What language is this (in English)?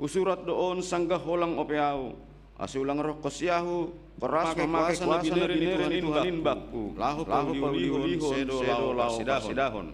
Batak Simalungun